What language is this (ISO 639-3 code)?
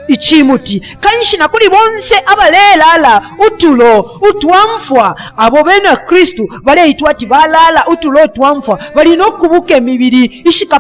bem